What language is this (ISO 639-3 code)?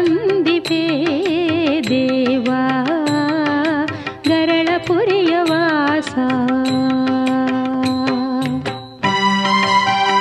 kan